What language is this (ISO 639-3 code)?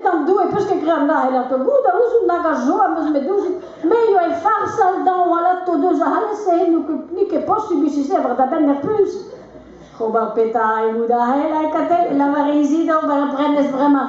bre